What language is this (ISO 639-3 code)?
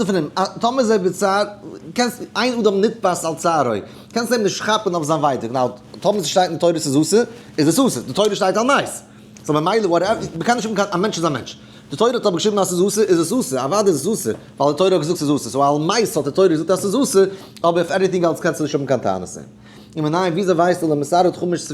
yid